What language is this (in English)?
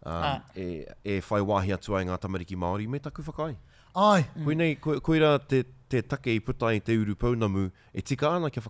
Māori